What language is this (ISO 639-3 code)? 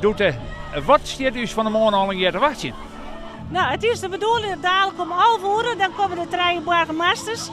fry